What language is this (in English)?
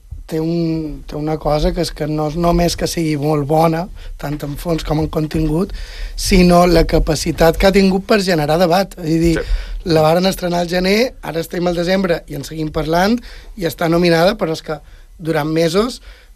Catalan